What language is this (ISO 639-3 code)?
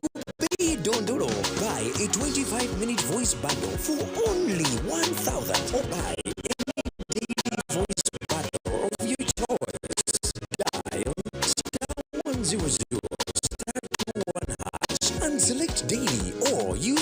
nyn